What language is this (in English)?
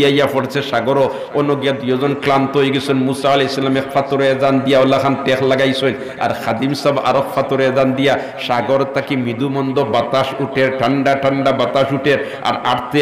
Sylheti